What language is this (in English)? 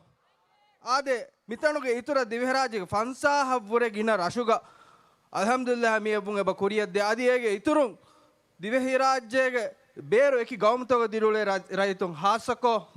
Divehi